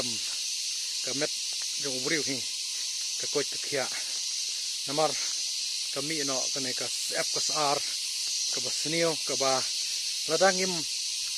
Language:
Khasi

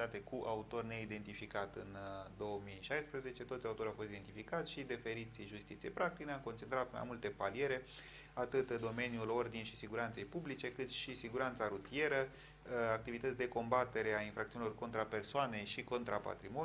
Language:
Romanian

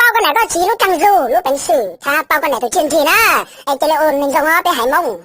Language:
Hmong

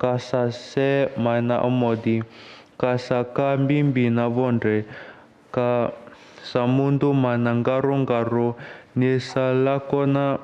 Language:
Fijian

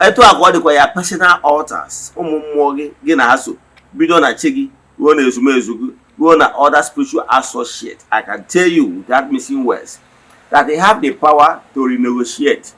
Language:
Igbo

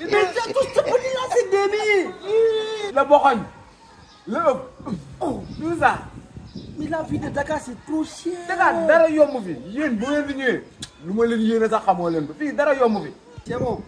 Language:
Wolof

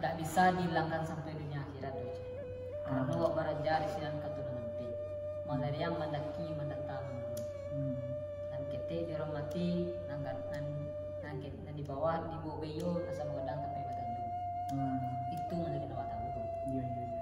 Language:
Minangkabau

